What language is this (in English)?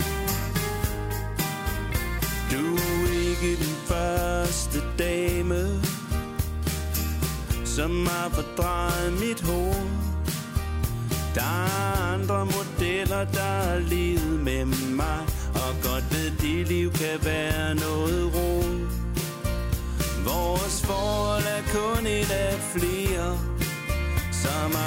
Danish